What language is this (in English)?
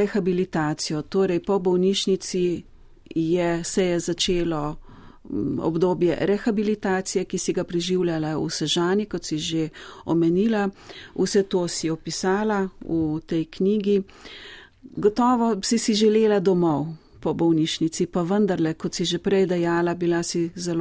Slovenian